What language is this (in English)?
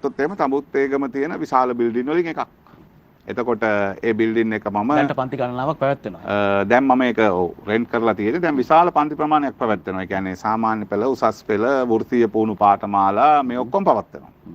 Sinhala